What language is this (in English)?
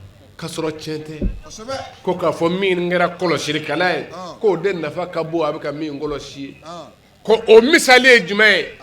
Bambara